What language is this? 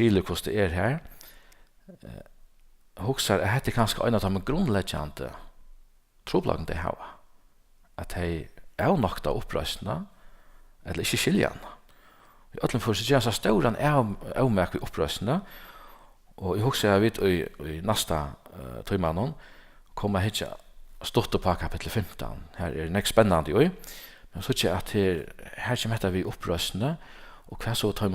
Faroese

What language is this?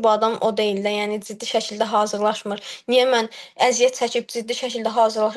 Azerbaijani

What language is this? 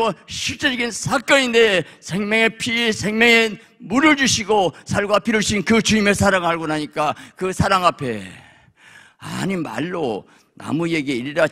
Korean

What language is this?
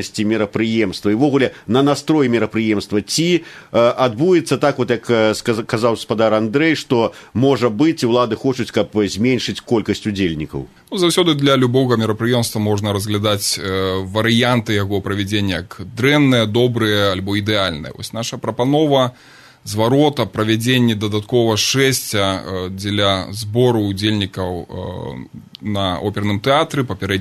Belarusian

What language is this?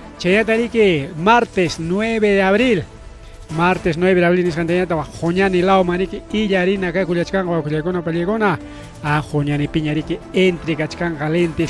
Ayacucho Quechua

